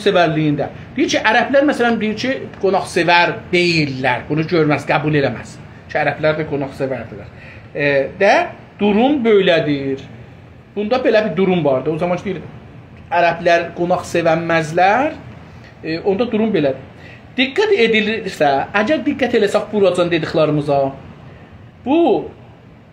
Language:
South Azerbaijani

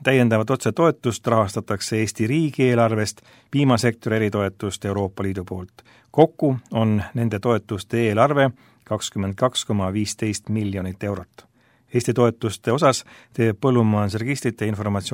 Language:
Estonian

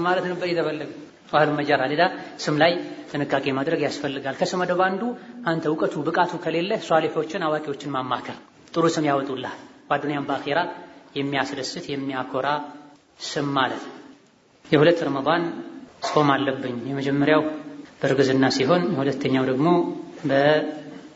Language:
Amharic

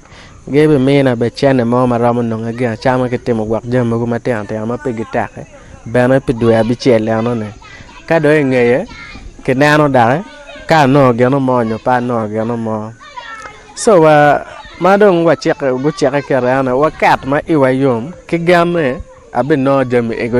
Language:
Acoli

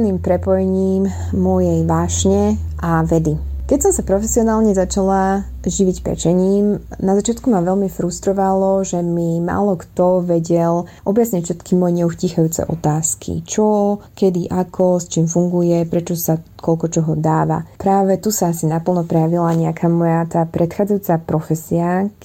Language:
Slovak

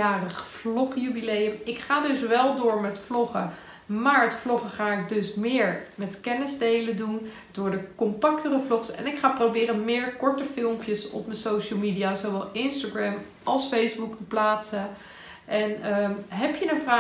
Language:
Dutch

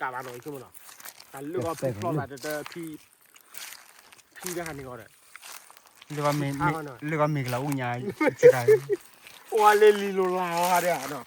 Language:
S'gaw Karen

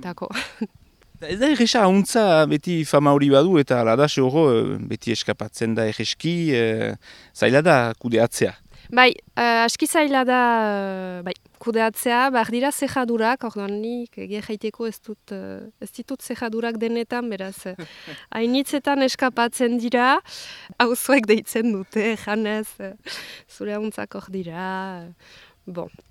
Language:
Basque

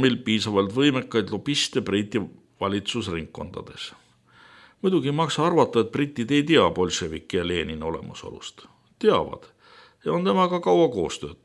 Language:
Estonian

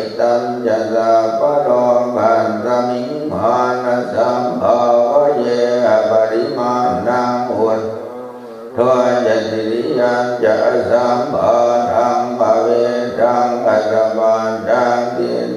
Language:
Pali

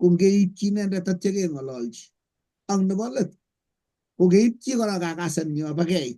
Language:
Kalenjin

